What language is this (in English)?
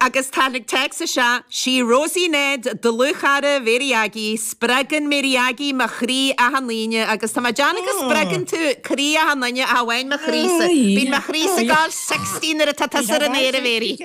Irish